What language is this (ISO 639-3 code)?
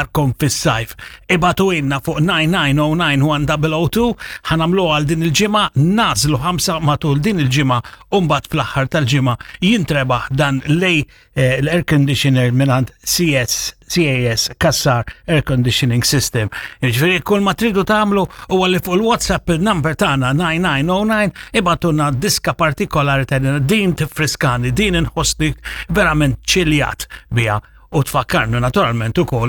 mlt